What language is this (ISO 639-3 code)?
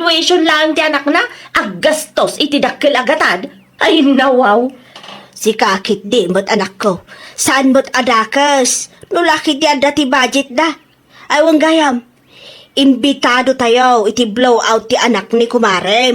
ilo